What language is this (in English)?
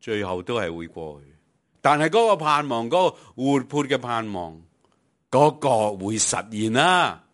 Cantonese